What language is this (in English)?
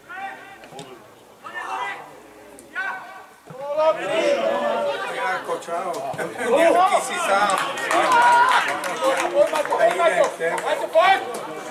Slovak